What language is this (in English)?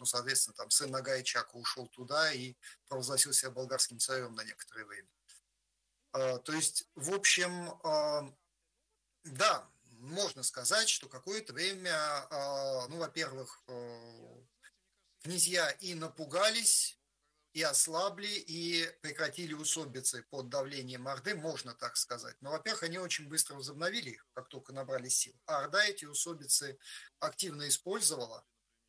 Russian